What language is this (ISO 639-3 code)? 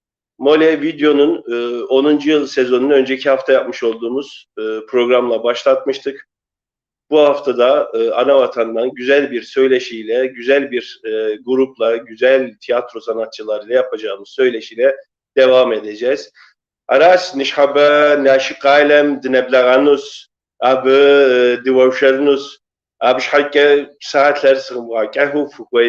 kbd